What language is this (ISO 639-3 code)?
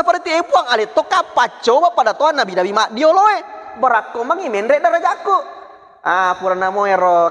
bug